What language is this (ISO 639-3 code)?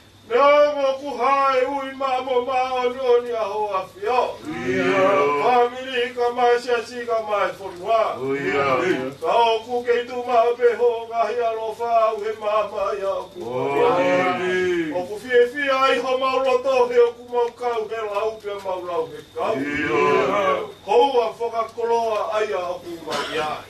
ton